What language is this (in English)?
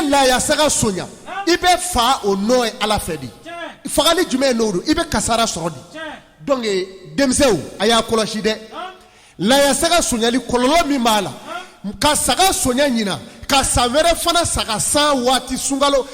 Bambara